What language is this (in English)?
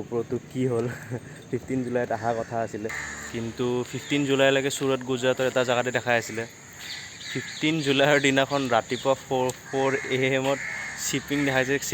Assamese